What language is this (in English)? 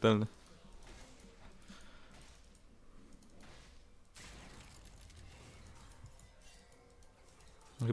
Polish